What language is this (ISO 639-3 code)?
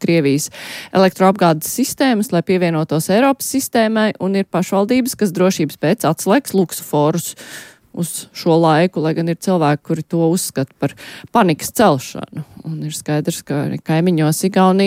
lav